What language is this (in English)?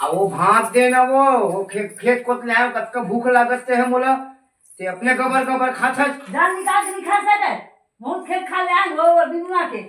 Chhattisgarhi